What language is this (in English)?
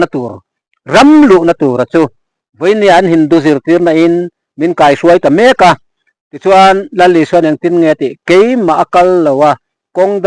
Mizo